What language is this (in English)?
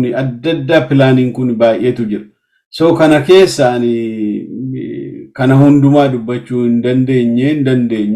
Oromo